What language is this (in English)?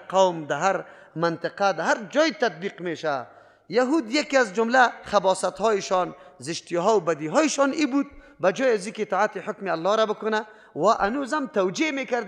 Persian